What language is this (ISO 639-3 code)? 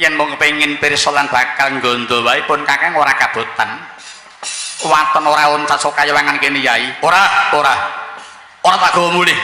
jav